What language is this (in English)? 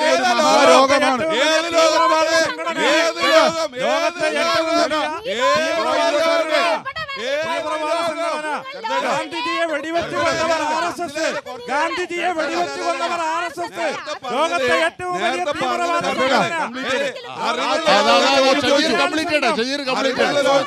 Malayalam